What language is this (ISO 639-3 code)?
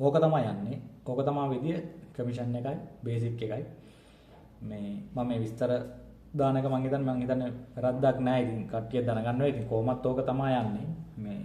sin